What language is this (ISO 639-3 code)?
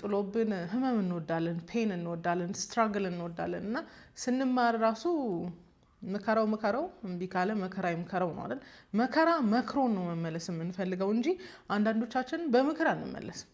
amh